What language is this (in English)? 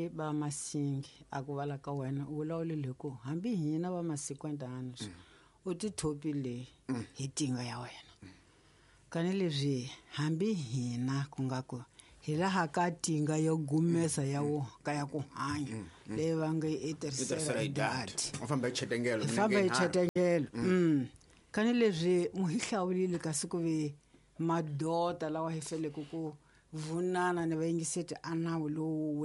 Tsonga